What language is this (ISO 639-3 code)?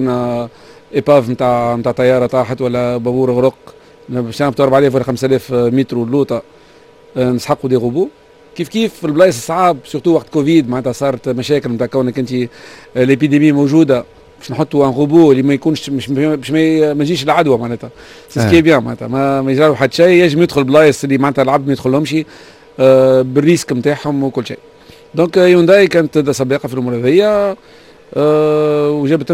aeb